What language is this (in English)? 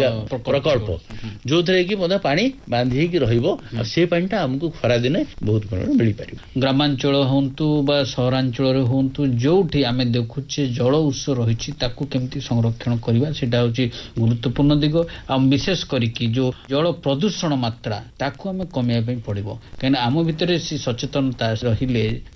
Odia